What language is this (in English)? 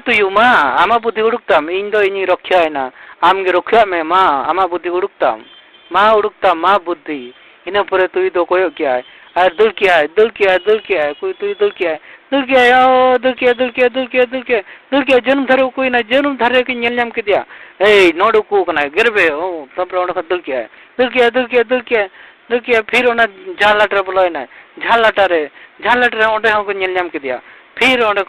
Santali